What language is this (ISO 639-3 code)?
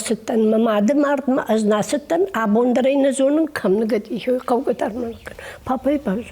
oss